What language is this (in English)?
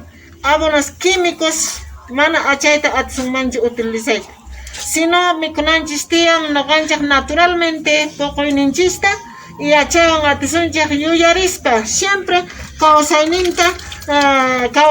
Quechua